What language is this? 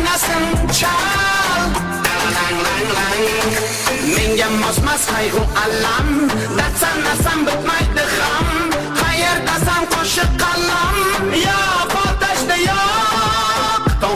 Kara-Kalpak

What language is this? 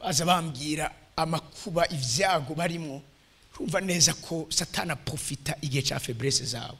Rundi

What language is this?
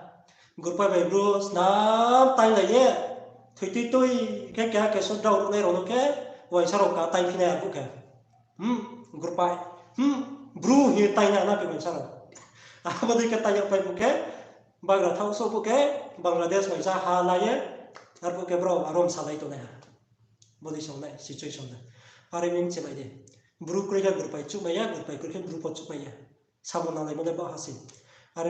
Riang (India)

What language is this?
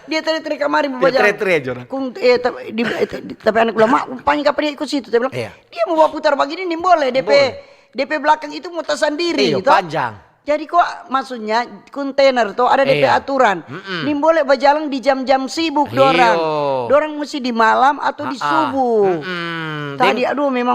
Manado Malay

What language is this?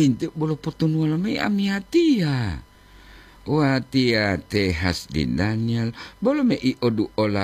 Gorontalo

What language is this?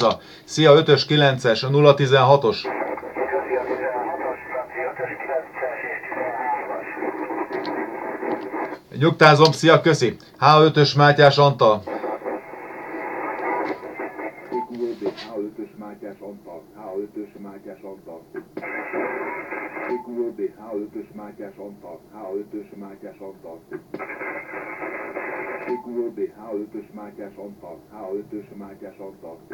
Hungarian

